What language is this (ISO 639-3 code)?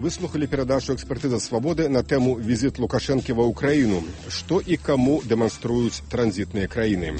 bel